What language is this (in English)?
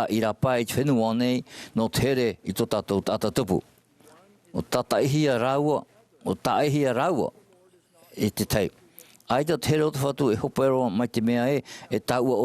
Tahitian